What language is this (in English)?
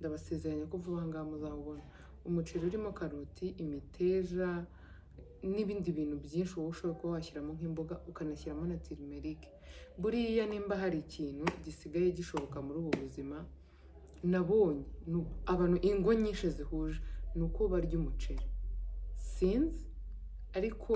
Kinyarwanda